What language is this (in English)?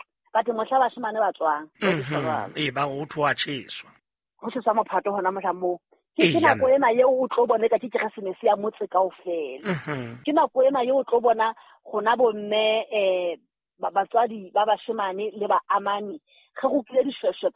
Southern Sotho